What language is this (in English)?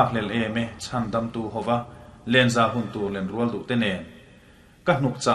Mizo